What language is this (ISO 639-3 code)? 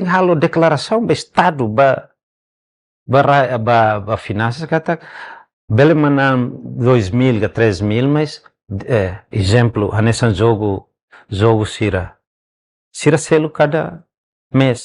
tet